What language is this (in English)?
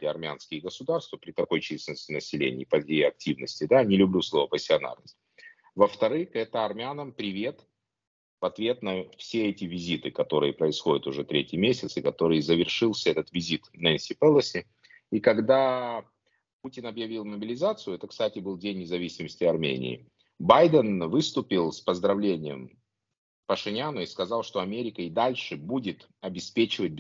Russian